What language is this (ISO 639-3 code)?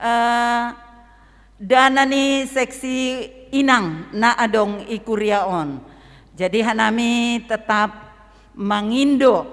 bts